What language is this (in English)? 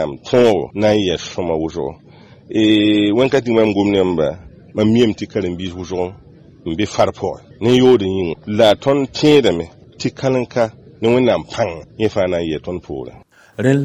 Mossi